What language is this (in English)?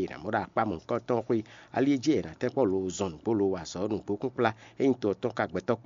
Fon